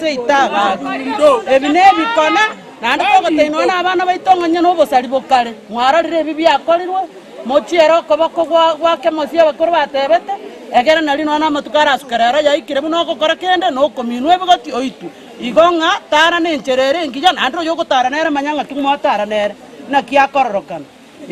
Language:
Gusii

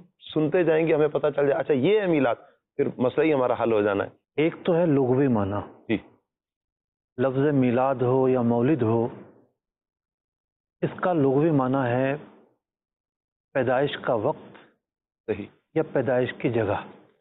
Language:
Urdu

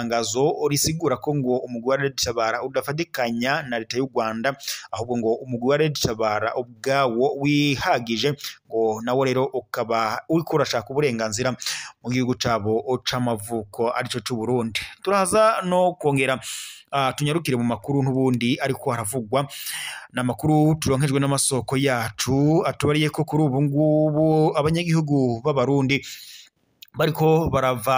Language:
Rundi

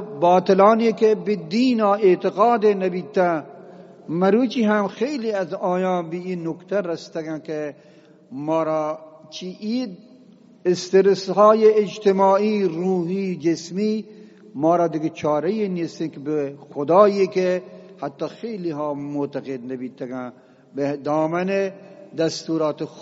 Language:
Eastern Balochi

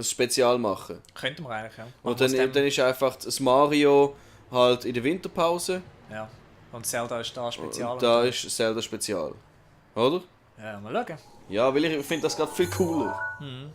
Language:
Swiss German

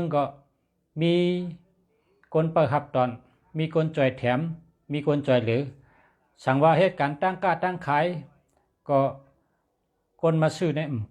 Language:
Shan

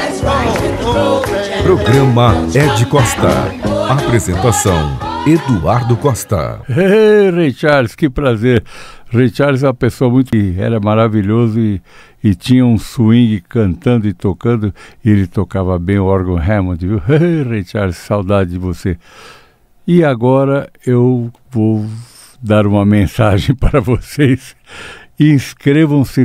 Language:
Portuguese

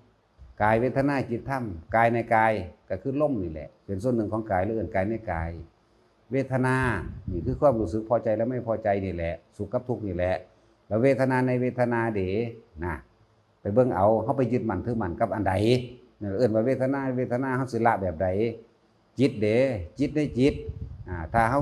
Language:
Northeastern Thai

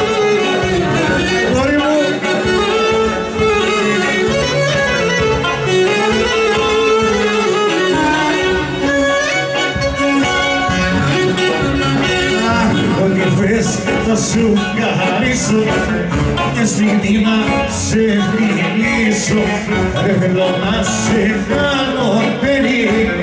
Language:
Greek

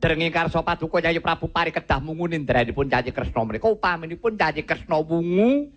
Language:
Javanese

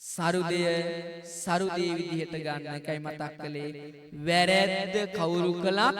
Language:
Sinhala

